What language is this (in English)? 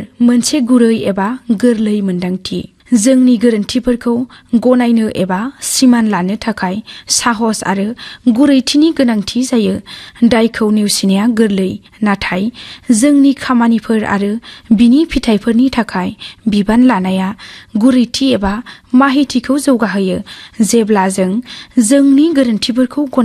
Bodo